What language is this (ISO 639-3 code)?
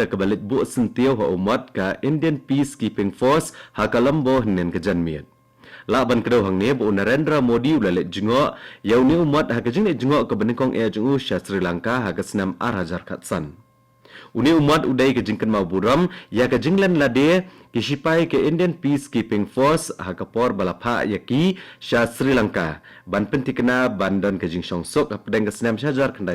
kha